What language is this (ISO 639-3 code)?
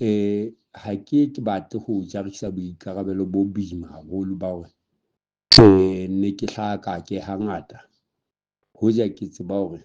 sot